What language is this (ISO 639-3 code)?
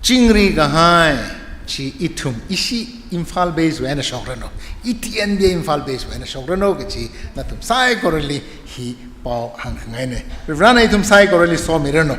nmf